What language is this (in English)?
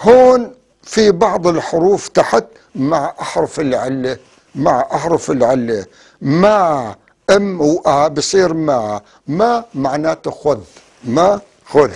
North Levantine Arabic